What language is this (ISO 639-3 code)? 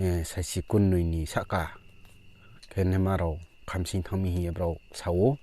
ria